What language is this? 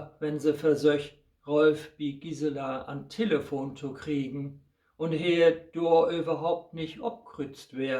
Low German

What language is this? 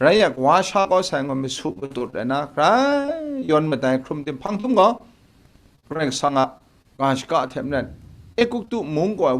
Kachin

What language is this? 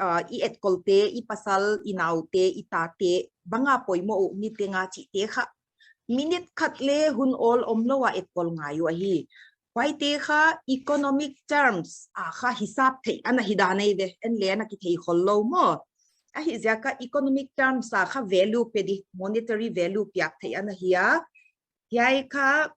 Paite Chin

